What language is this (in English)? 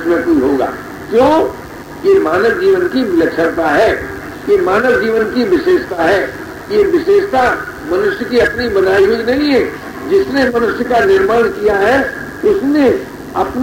Hindi